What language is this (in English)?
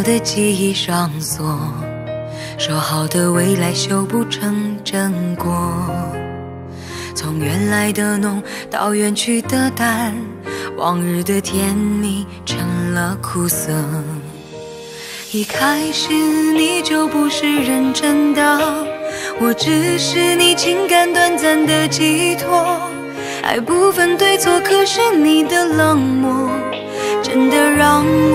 Chinese